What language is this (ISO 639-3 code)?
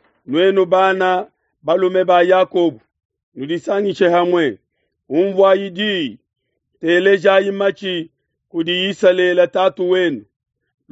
lua